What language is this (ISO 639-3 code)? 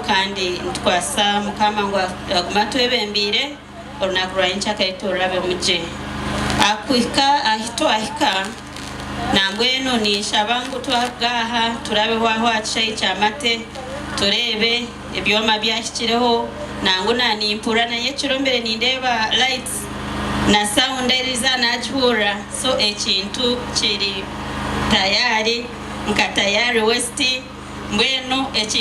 nyn